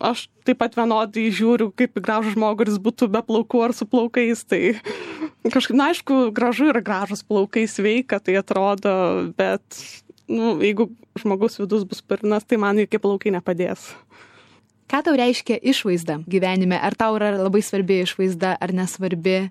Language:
Lithuanian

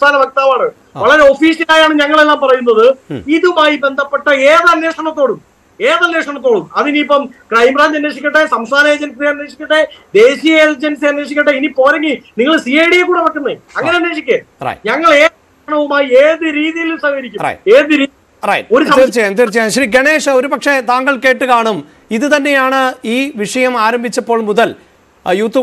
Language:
Malayalam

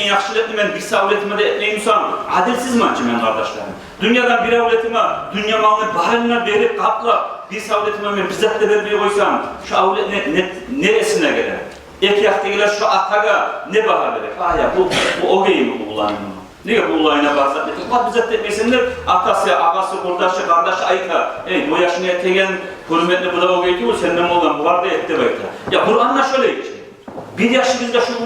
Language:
Kumyk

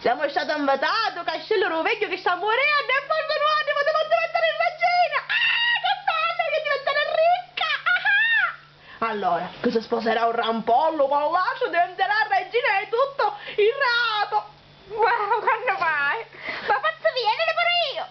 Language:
Sicilian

